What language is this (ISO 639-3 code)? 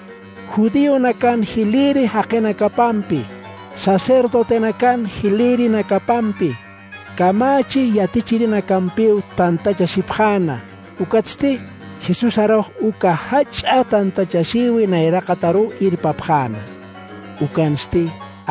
aym